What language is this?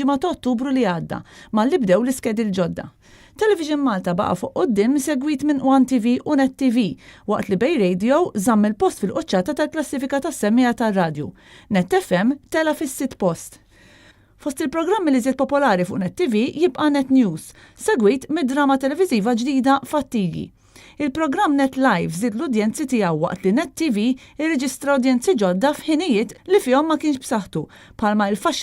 Maltese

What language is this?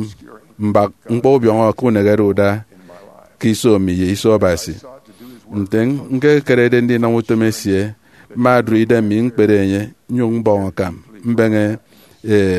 Efik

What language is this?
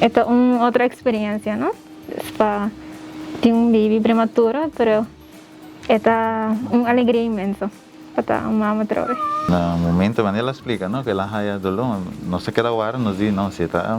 Papiamento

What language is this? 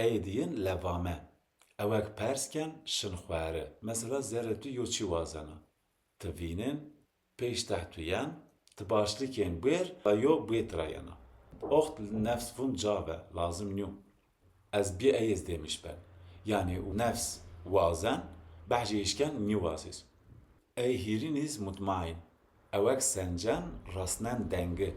Zaza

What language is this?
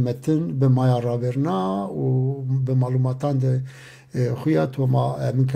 Zaza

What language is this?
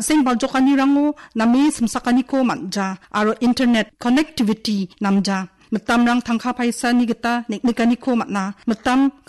Garo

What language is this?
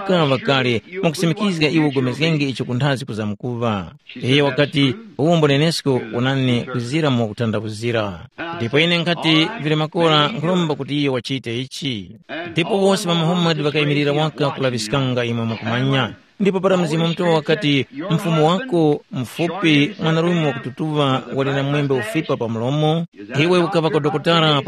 Tumbuka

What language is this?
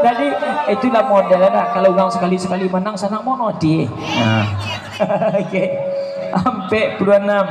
Minangkabau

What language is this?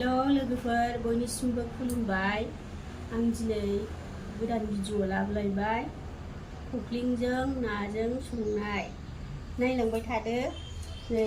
Bodo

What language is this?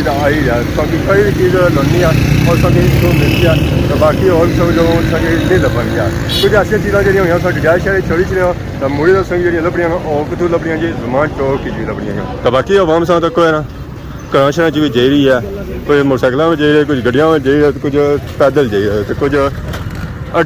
Pahari-Potwari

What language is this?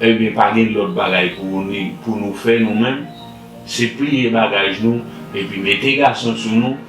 Haitian Creole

